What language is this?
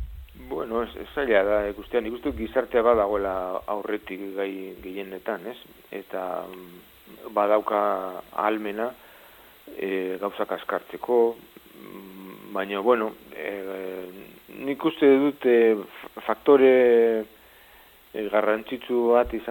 Basque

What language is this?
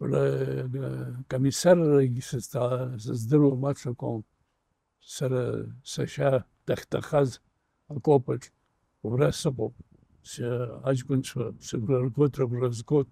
Abkhazian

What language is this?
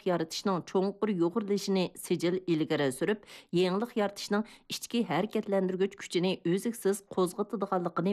Uyghur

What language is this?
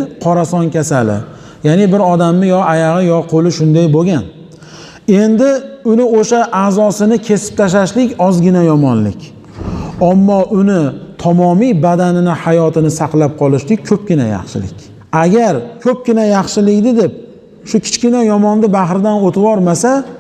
Uzbek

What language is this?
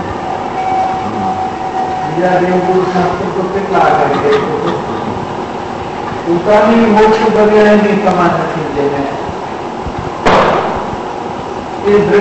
Gujarati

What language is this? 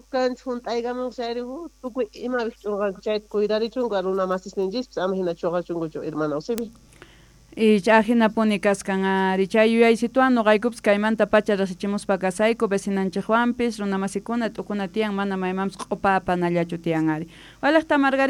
Quechua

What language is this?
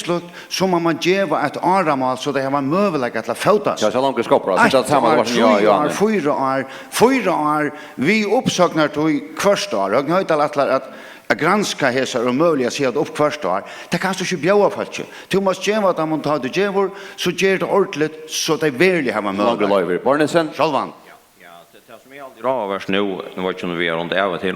Faroese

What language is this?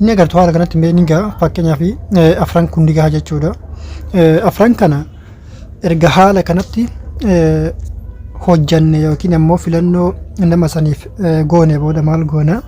Oromo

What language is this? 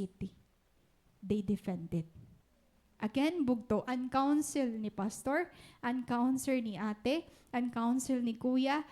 Waray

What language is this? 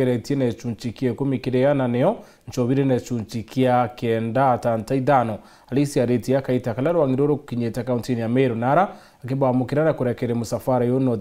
Meru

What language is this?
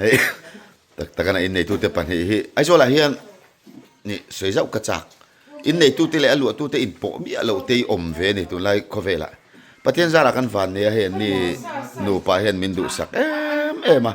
Mizo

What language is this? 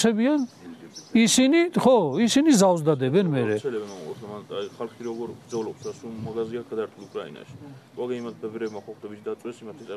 Georgian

